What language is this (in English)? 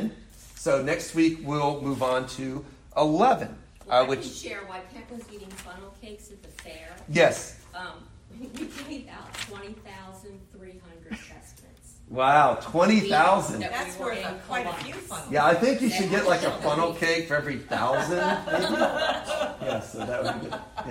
English